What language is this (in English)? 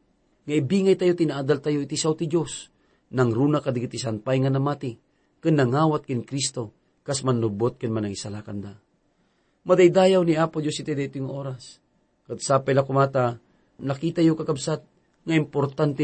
Iloko